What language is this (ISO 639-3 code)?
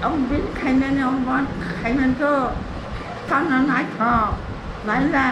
trp